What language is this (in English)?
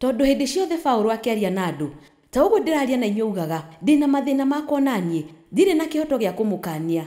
Kikuyu